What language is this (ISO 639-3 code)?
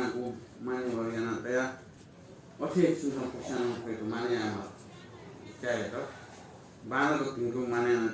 new